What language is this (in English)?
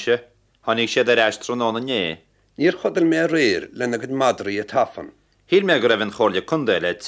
Irish